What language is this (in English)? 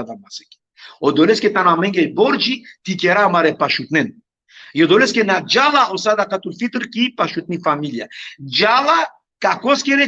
Balkan Romani